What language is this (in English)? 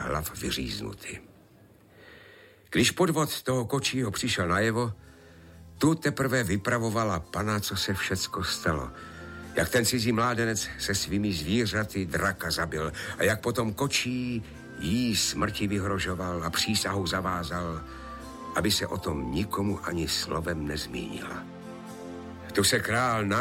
Czech